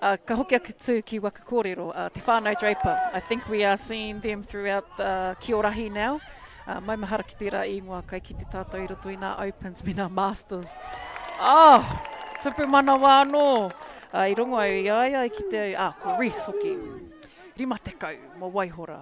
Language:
Māori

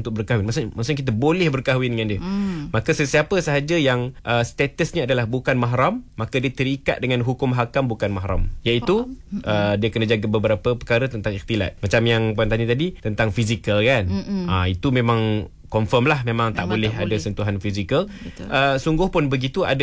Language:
Malay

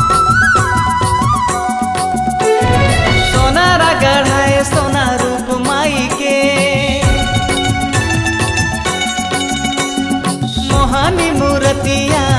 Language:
Chhattisgarhi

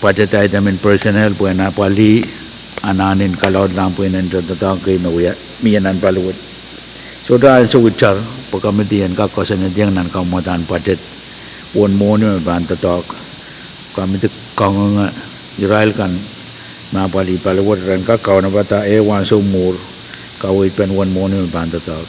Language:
Pohnpeian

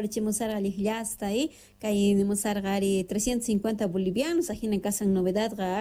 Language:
Quechua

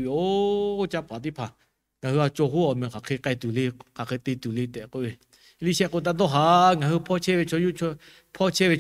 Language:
Lahu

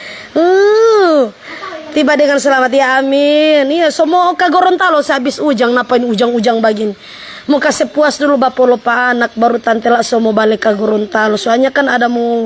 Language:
Manado Malay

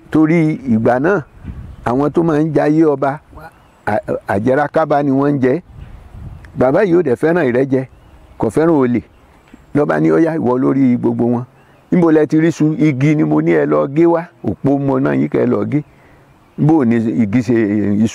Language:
Yoruba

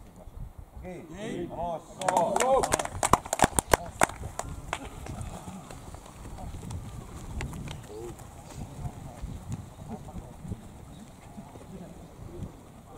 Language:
Japanese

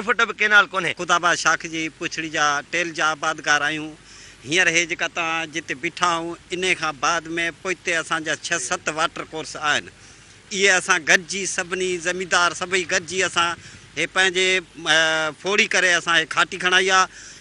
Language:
Sindhi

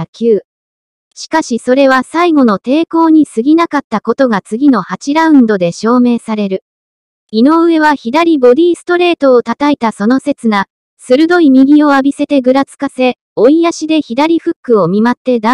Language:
Japanese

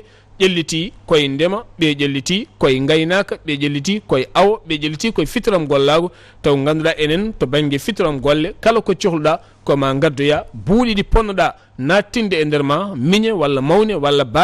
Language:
Fula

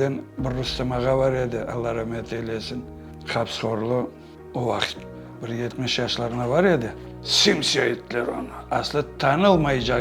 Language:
Crimean Tatar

